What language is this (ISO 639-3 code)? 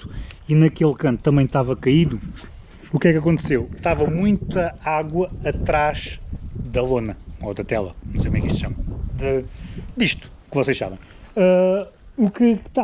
por